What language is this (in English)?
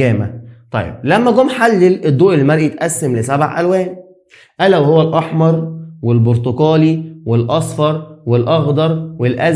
Egyptian Arabic